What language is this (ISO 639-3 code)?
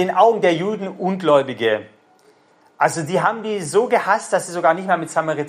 deu